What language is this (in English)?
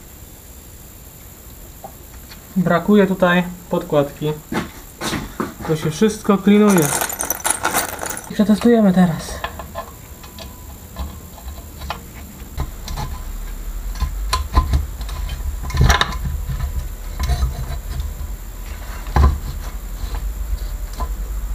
Polish